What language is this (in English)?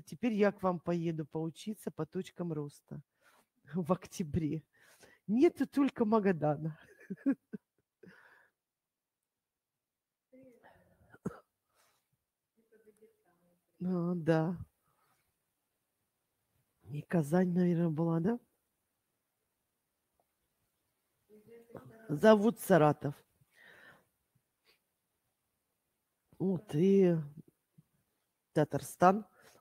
Russian